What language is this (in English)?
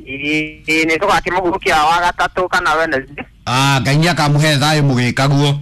Kikuyu